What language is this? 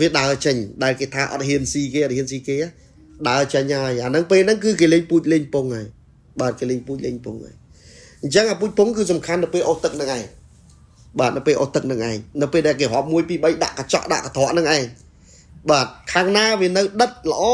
Khmer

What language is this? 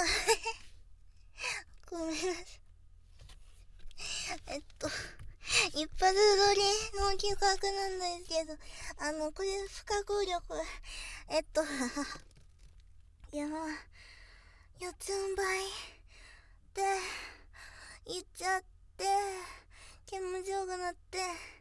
Japanese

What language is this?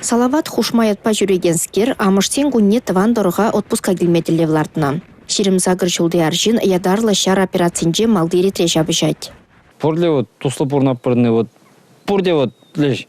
Chuvash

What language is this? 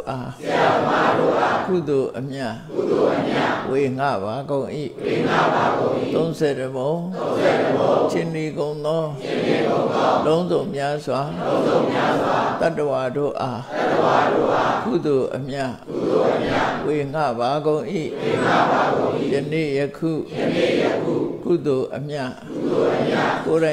Burmese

